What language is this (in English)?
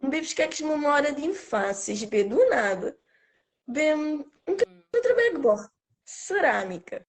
Kabuverdianu